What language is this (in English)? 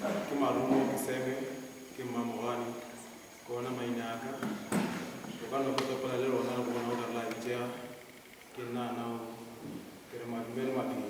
Northern Sotho